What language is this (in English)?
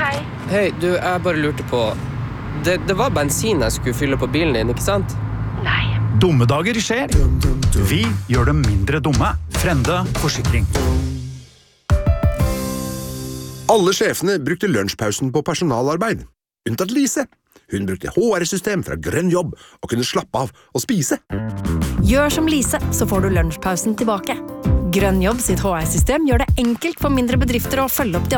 Norwegian